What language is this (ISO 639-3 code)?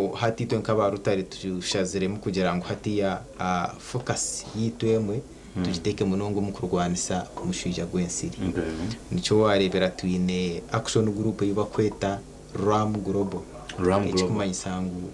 nyn